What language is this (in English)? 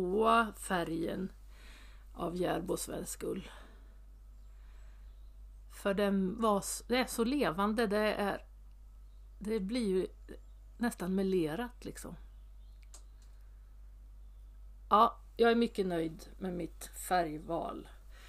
Swedish